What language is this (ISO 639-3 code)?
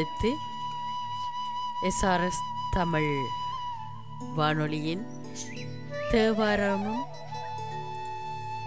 tam